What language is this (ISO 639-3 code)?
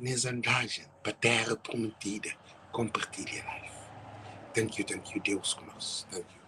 kea